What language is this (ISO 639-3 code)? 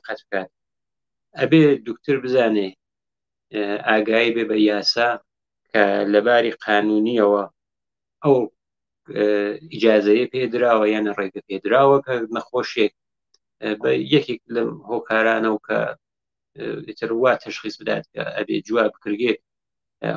ckb